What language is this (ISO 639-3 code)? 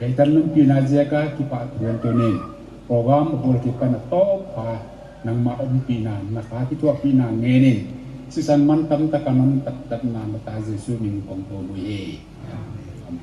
pck